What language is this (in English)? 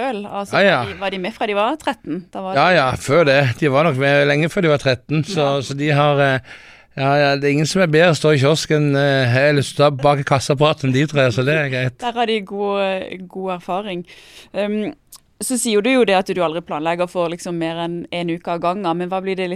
Norwegian